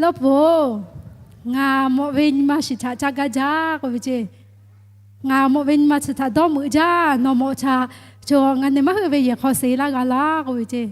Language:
Lahu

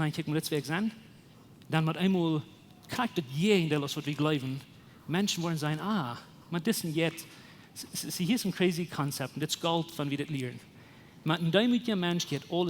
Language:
Plautdietsch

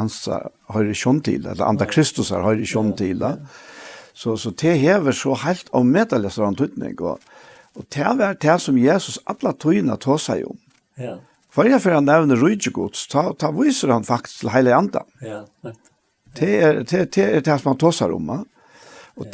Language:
Faroese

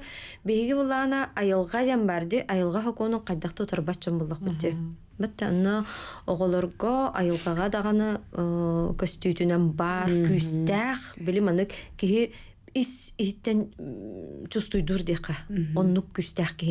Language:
Yakut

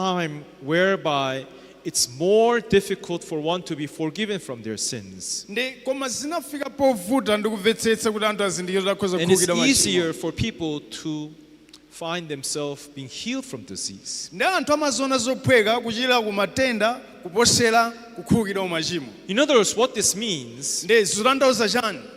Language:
Nyanja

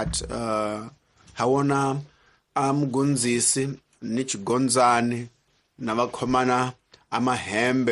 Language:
Tsonga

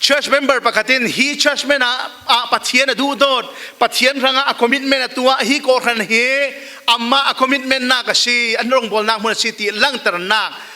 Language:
Falam Chin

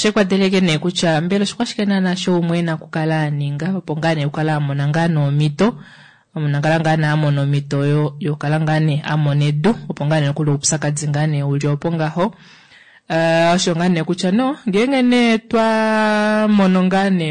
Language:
Kuanyama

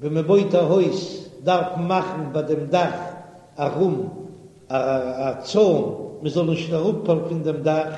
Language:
Yiddish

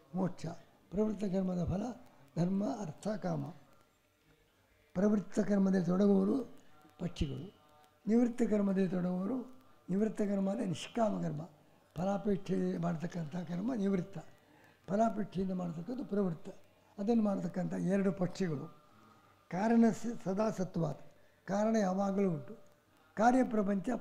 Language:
Kannada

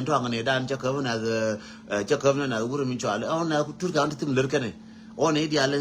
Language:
Nuer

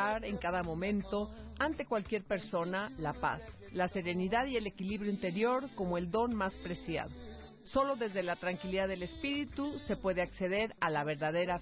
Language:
Spanish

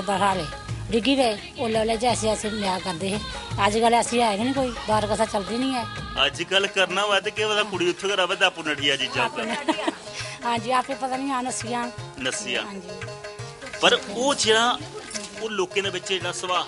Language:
Dogri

